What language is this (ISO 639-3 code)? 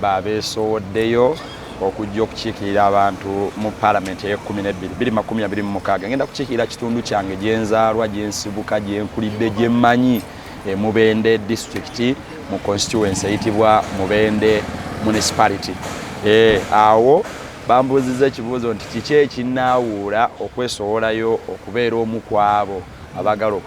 lug